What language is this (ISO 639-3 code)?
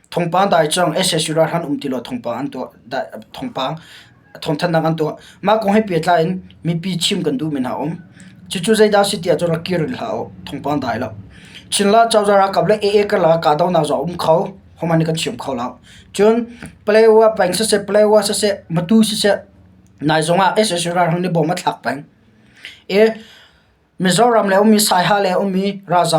cnh